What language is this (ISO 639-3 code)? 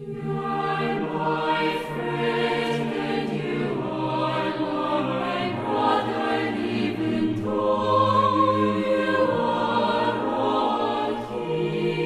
aym